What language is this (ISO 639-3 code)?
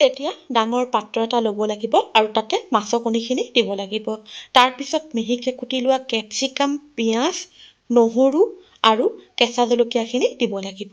asm